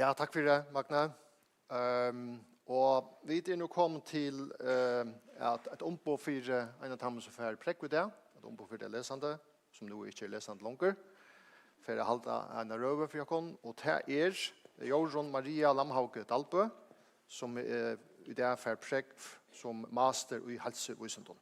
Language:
Faroese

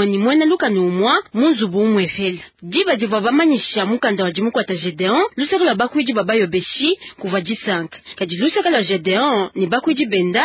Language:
Luba-Lulua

